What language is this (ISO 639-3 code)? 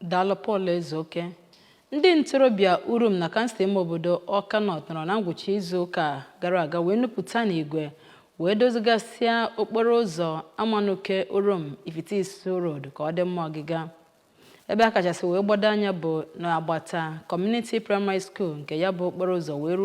ibo